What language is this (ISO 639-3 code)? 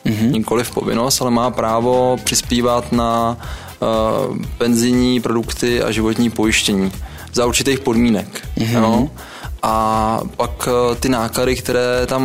ces